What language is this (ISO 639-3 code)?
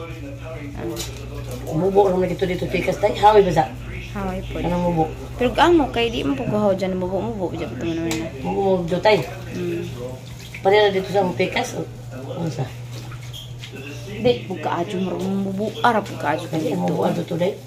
fil